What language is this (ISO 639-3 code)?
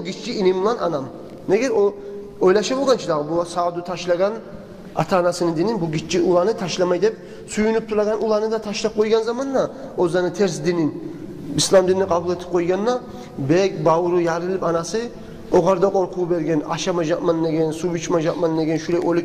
kum